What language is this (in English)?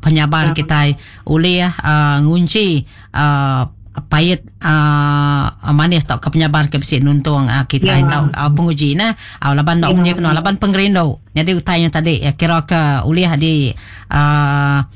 Iban